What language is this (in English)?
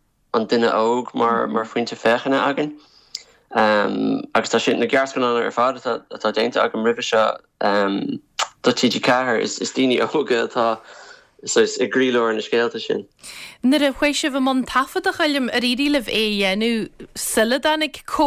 Irish